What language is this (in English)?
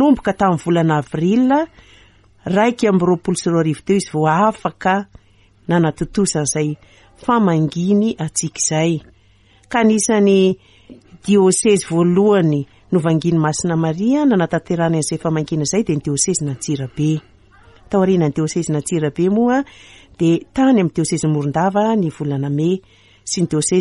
Malagasy